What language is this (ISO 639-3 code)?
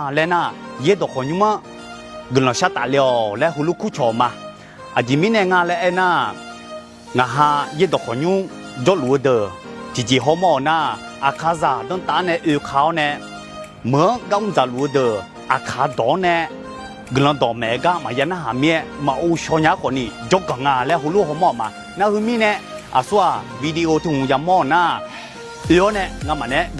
ahk